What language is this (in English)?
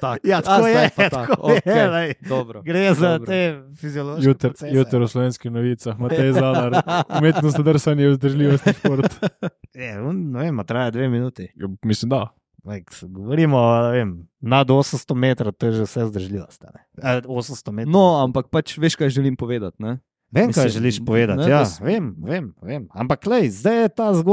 Slovenian